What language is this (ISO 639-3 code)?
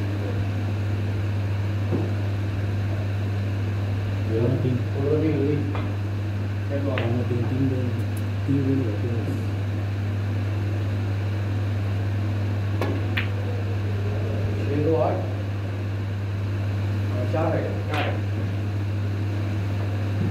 hin